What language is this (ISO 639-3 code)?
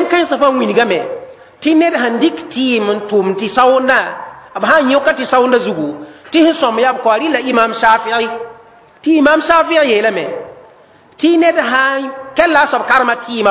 mos